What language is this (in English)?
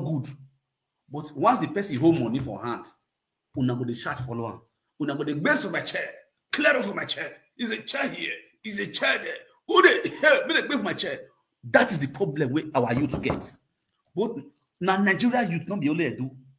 Nigerian Pidgin